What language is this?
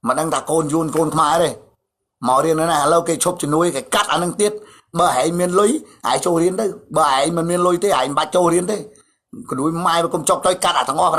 Khmer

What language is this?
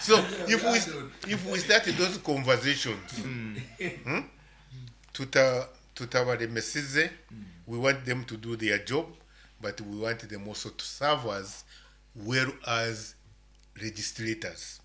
Nyoro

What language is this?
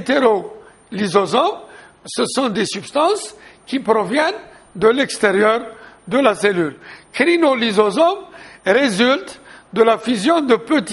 French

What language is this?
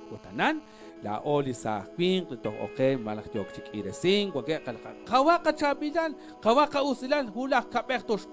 Kekchí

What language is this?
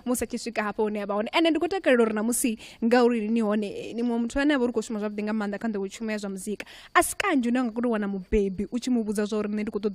Venda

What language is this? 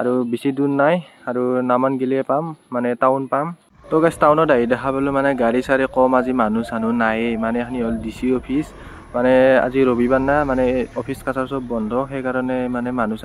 Assamese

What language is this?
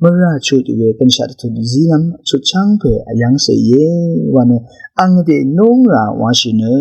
Rawang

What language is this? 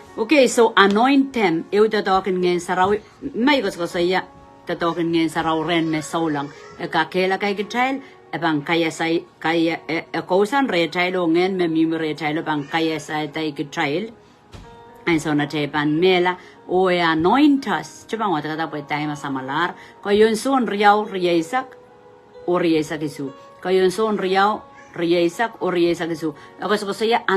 Pohnpeian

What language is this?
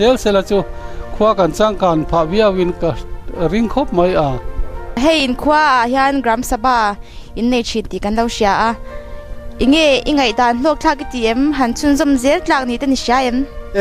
Mizo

